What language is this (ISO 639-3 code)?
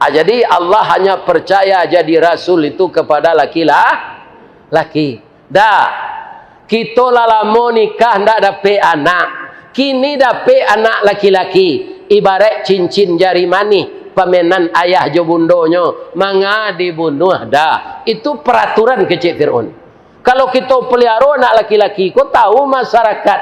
min